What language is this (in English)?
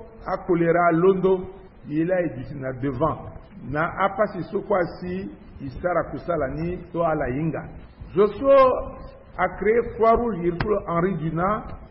Sango